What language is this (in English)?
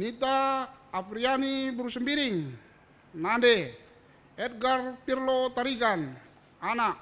Batak Karo